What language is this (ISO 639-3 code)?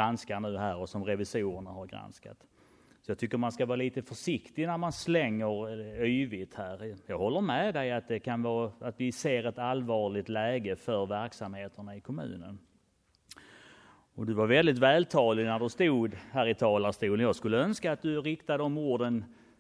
swe